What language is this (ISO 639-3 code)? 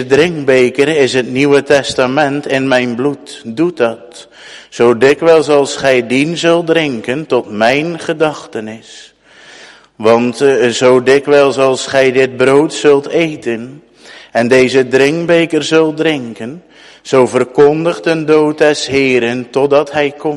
nld